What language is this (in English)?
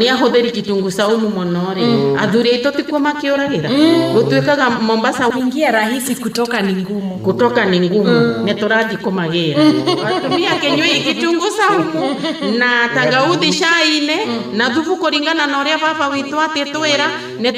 Kikuyu